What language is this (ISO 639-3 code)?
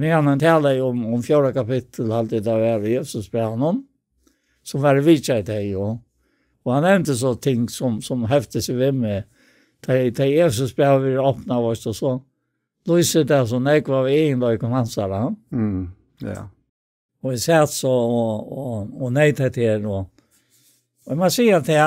fao